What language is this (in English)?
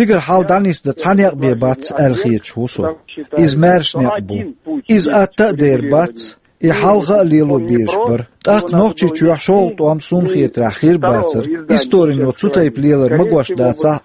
Chechen